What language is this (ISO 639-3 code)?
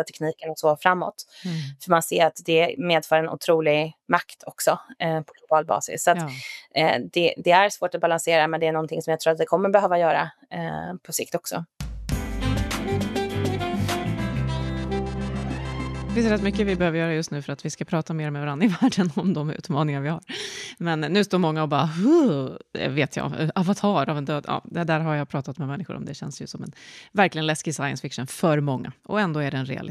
swe